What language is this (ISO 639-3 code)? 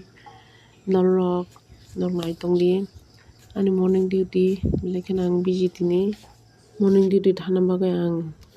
trp